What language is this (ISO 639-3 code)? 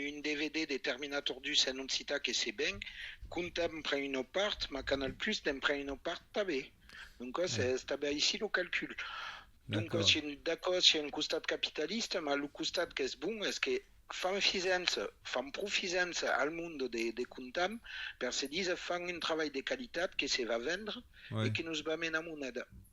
oci